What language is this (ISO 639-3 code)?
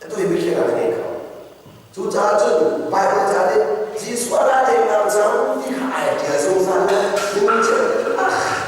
cnh